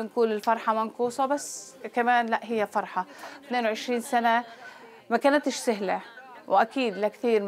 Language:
North Levantine Arabic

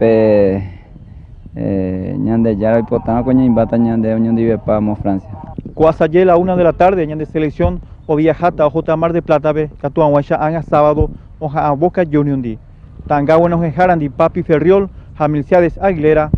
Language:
Guarani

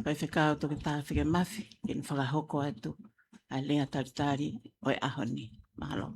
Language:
Tongan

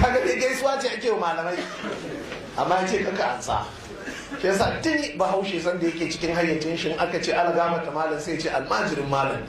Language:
Hausa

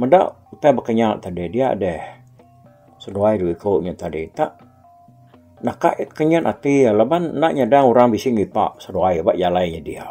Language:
Iban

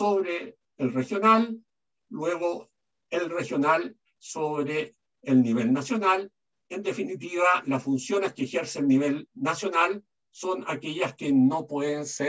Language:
Spanish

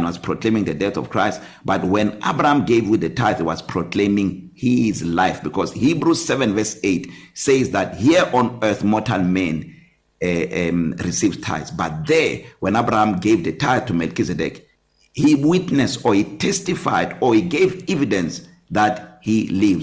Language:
English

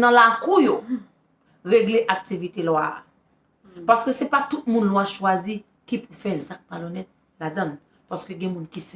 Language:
Haitian Creole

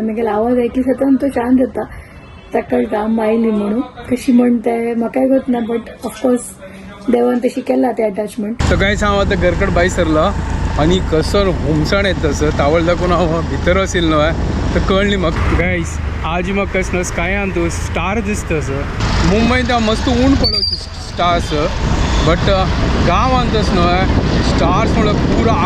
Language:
Konkani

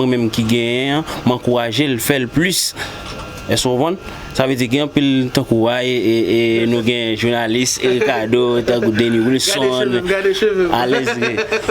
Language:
Haitian Creole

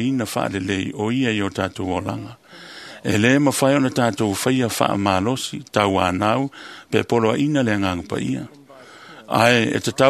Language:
Samoan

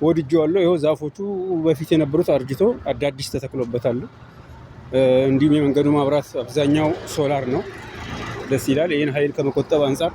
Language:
Amharic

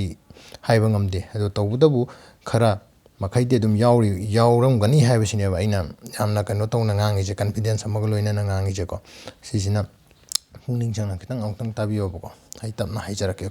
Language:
Manipuri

